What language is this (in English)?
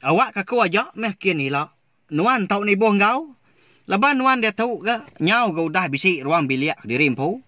Iban